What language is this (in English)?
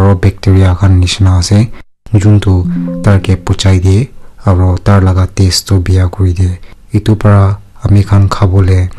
Naga Pidgin